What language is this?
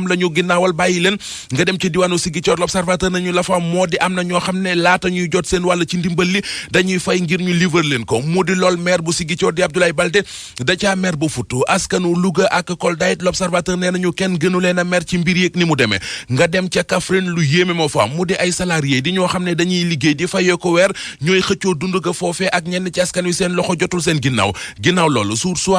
Wolof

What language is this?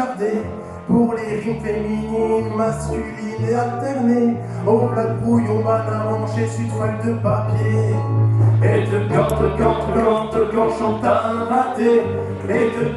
Picard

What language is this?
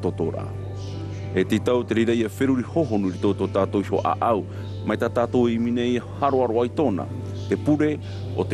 Tahitian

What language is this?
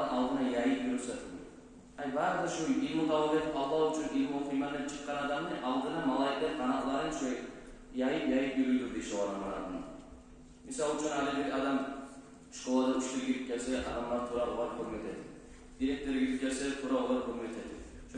Kumyk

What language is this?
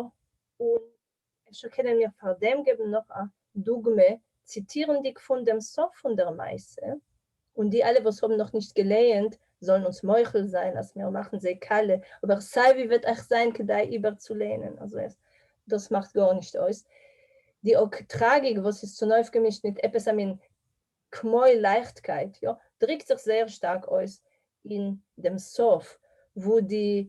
Yiddish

